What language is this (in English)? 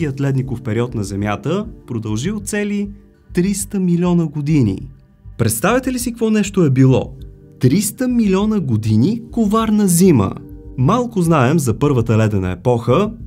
Bulgarian